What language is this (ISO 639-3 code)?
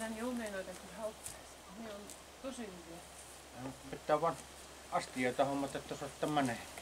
fin